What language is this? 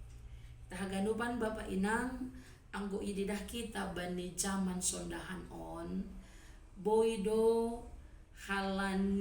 Batak Simalungun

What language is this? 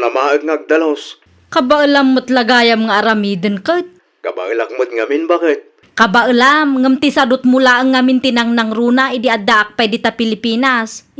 Iloko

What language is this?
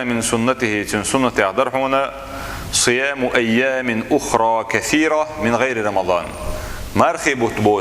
Chechen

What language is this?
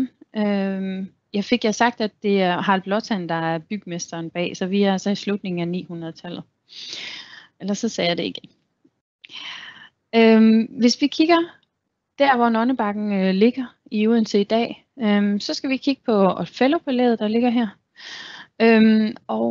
Danish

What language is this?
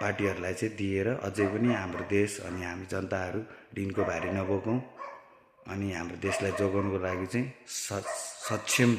Nepali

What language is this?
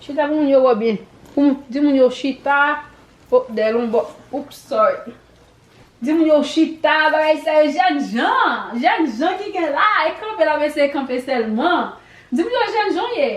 Haitian Creole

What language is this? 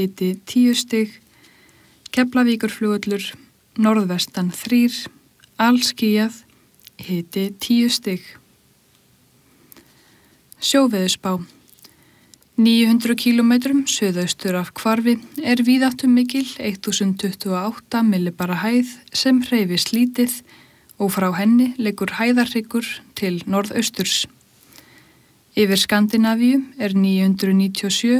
Icelandic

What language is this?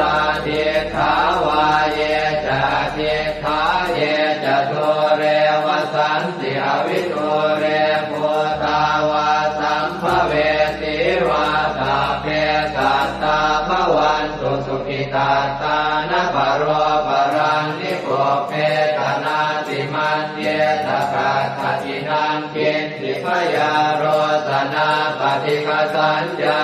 Pali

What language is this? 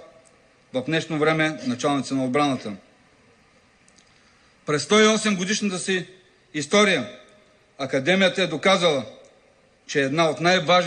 Bulgarian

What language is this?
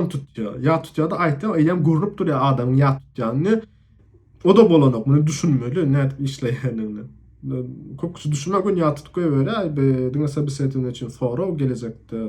Turkmen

